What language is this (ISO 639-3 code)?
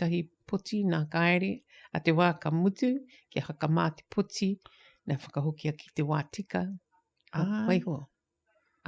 mri